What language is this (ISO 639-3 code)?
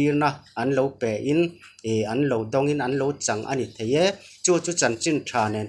lus